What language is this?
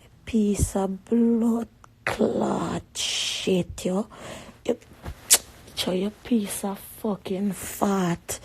Jamaican Creole English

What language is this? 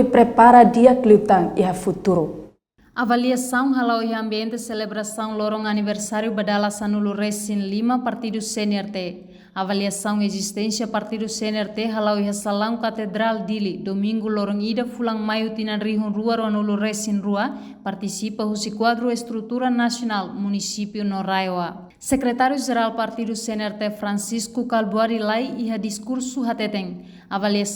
Tetum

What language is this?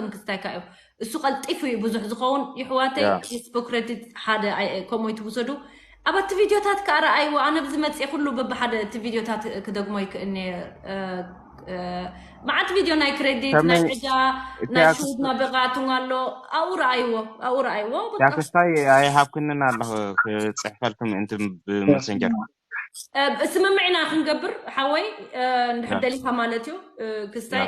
Tigrinya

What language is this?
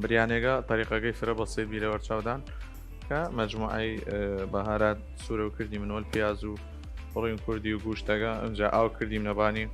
Southern Kurdish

